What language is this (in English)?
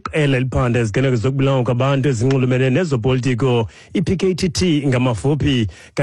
Xhosa